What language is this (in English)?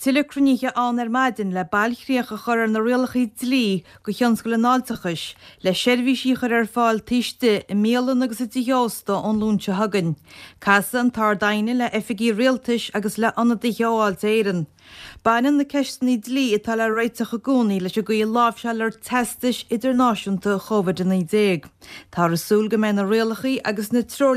Irish